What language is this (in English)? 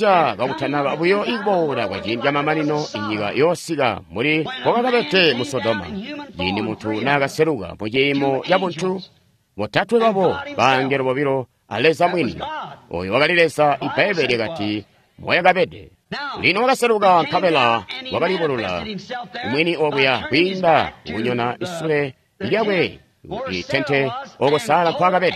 Tonga (Zambia)